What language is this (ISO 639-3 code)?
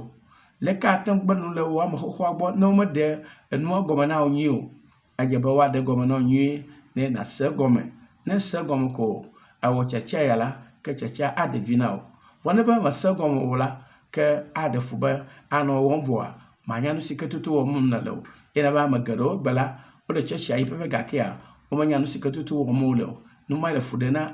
ewe